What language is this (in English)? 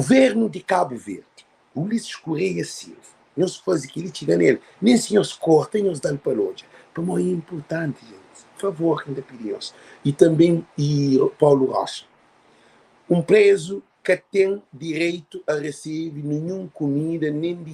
Kabuverdianu